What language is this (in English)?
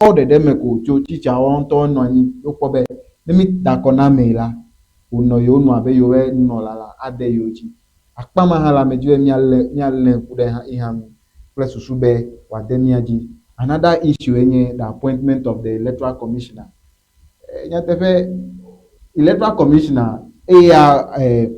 Ewe